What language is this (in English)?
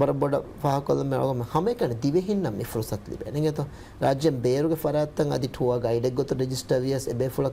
Divehi